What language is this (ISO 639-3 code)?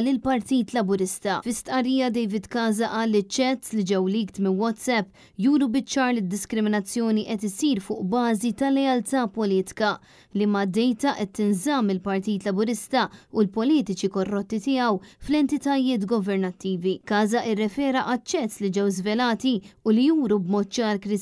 mlt